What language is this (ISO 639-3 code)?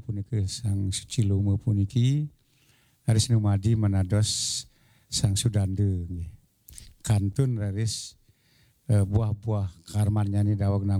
ban